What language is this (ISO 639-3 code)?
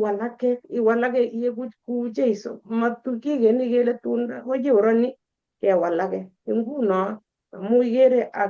kln